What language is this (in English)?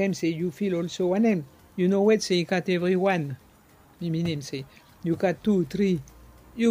Bislama